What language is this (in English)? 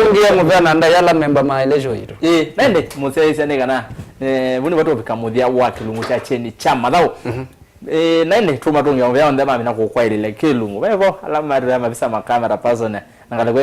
Kamba